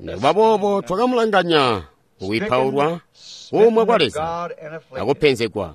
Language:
Tonga (Zambia)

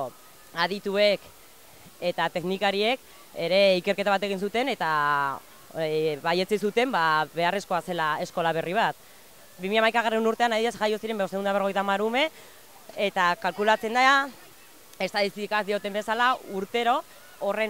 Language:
Basque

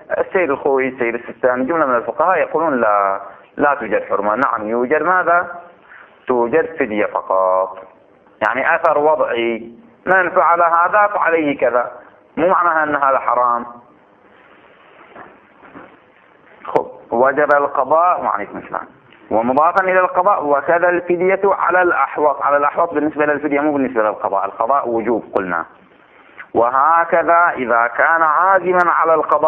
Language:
Arabic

